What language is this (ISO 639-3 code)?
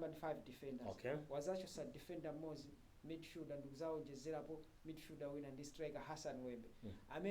nya